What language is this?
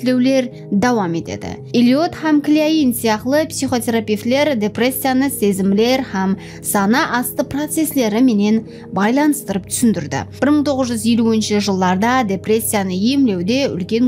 Kara-Kalpak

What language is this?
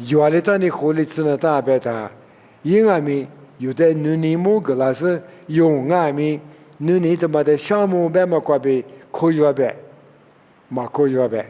Lisu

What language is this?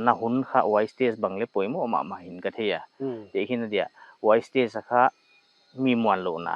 Paite Chin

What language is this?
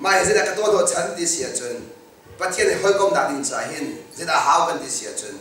Hakha Chin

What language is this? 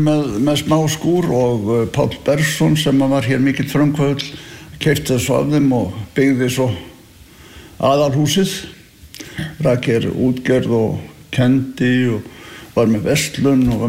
Icelandic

